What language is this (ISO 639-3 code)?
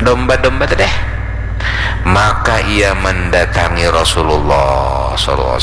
bjn